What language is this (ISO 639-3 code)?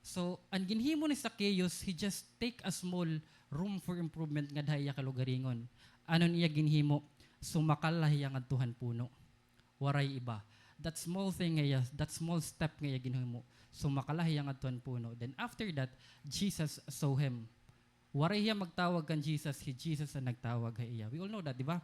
war